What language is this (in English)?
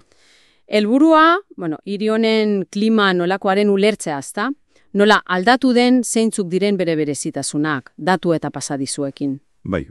Basque